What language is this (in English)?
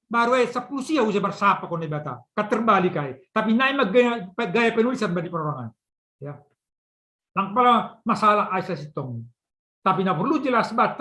Batak Simalungun